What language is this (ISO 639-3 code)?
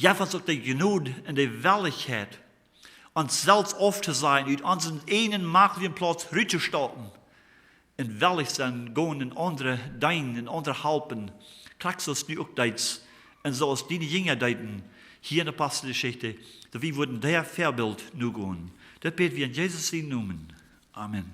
pdt